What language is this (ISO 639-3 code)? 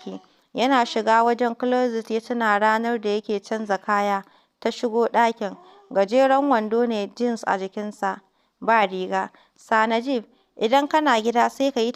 hau